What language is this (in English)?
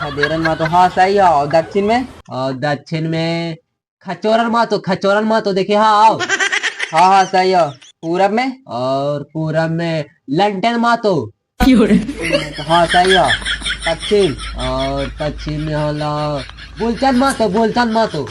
Magahi